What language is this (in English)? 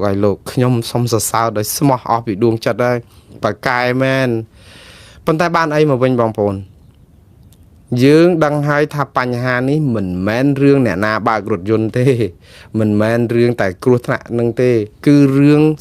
Khmer